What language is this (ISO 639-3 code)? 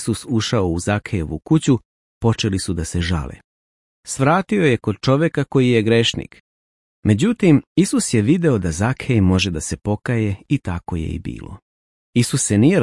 srp